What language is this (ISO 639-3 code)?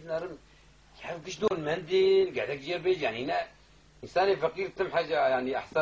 kur